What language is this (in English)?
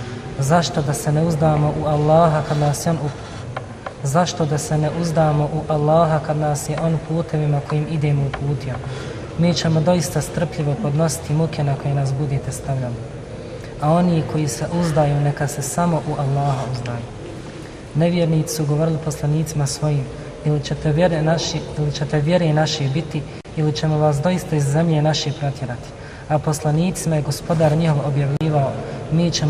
Bosnian